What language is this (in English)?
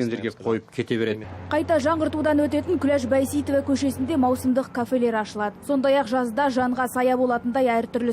Kazakh